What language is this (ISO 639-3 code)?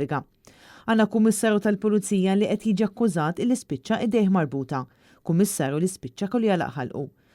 mlt